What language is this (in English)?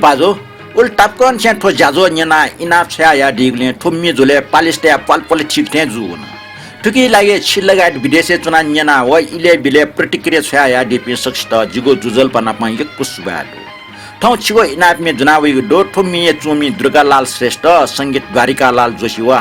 Newari